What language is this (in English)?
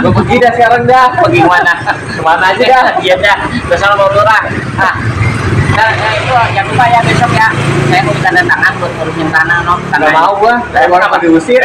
Betawi